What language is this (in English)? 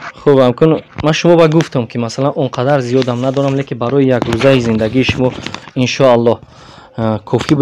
Tajik